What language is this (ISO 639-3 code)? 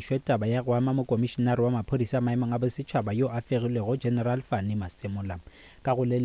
nso